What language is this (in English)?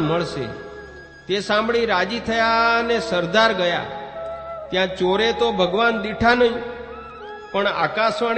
Gujarati